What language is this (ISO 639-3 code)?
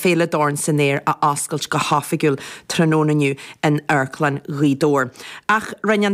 gle